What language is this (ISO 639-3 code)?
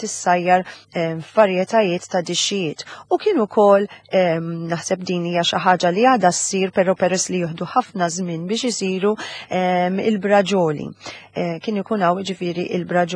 mlt